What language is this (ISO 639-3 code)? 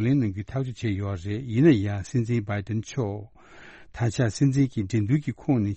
bod